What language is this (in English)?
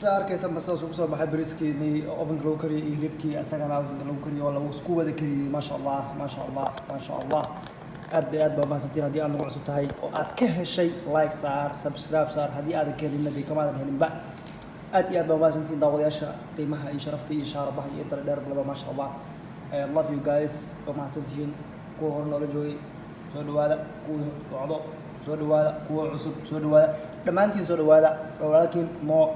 Somali